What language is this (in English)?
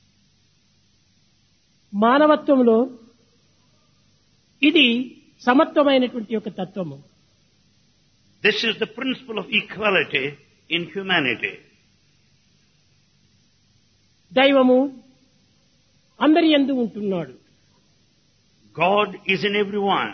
Telugu